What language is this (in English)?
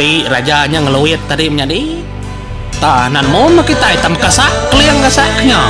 Iban